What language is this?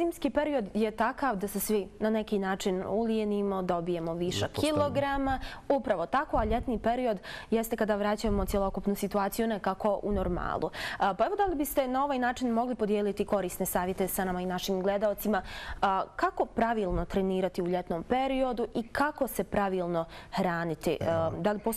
Bosnian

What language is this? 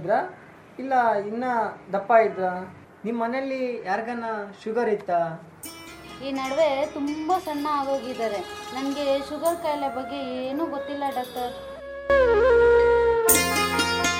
Kannada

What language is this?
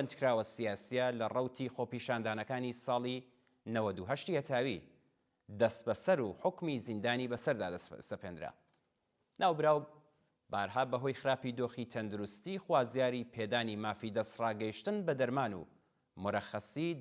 Central Kurdish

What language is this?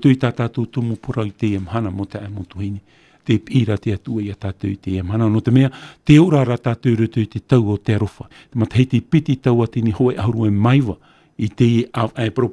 Tahitian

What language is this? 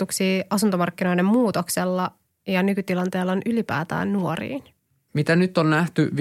Finnish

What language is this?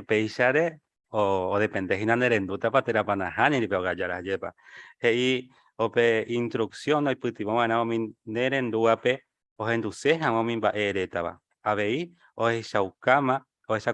Guarani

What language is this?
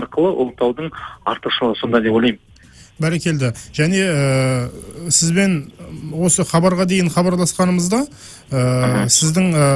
Kazakh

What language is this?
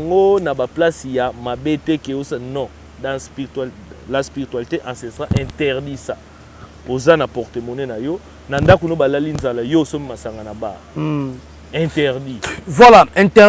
Lingala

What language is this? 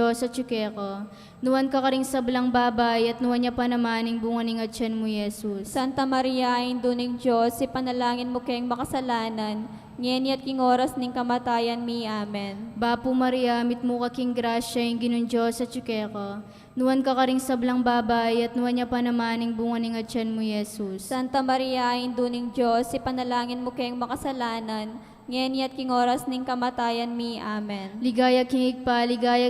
Pampanga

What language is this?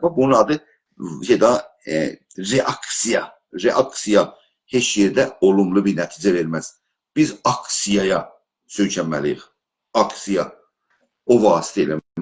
South Azerbaijani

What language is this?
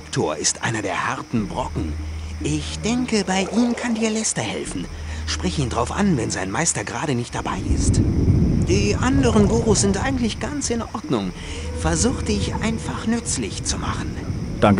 Bavarian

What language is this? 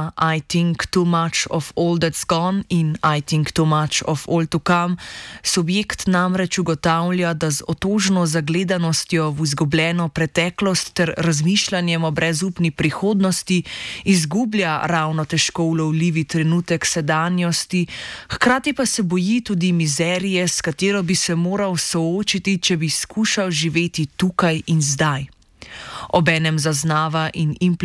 Slovenian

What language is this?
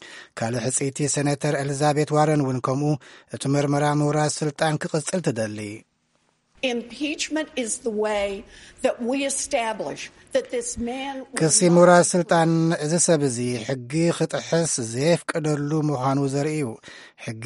Tigrinya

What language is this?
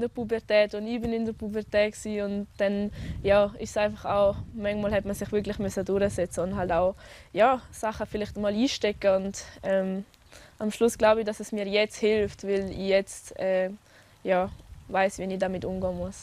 Romansh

